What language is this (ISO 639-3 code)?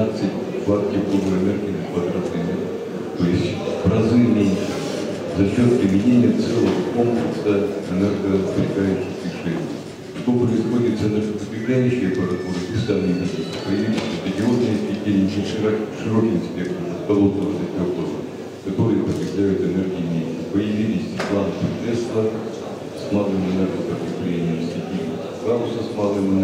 rus